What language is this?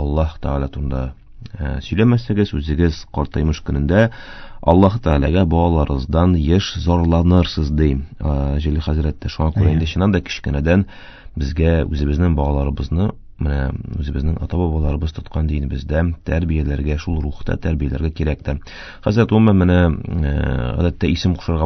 Tatar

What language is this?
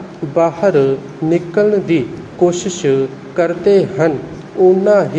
Punjabi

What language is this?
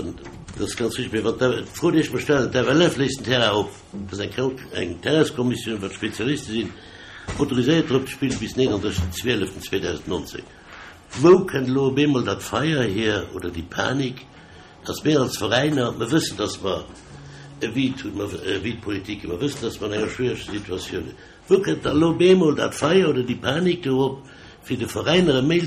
Luxembourgish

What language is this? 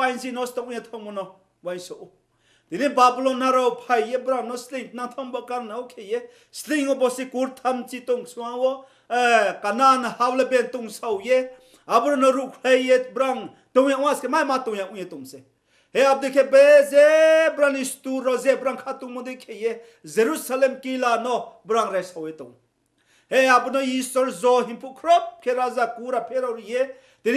Riang (India)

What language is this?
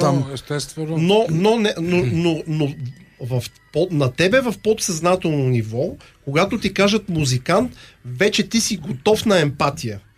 Bulgarian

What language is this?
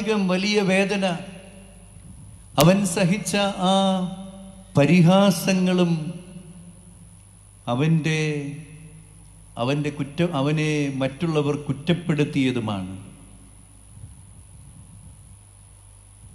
Malayalam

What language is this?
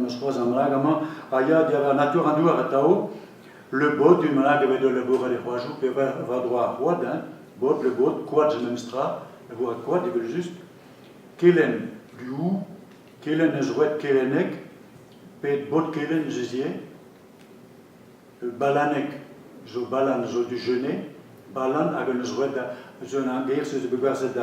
Breton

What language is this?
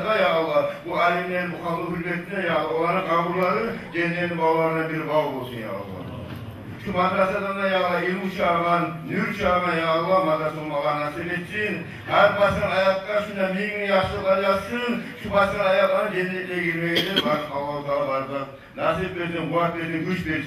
Kumyk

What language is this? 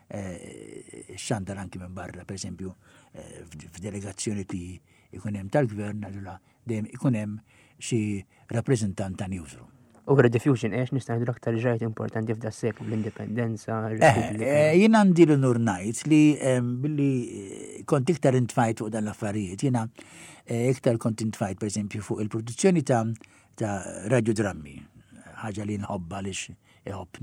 Maltese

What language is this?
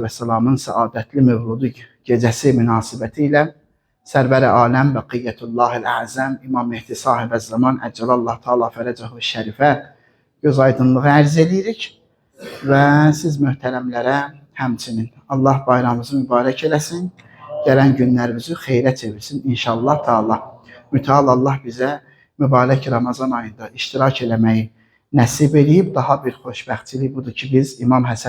Azerbaijani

